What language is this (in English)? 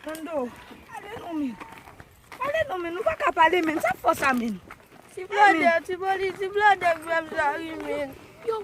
Haitian Creole